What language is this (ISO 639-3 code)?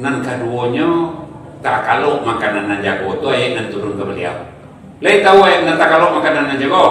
min